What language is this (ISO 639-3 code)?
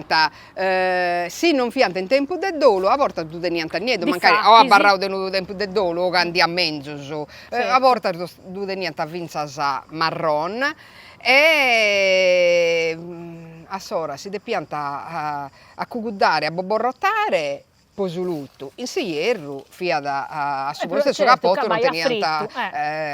srd